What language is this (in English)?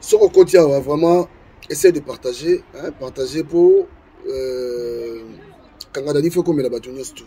Lingala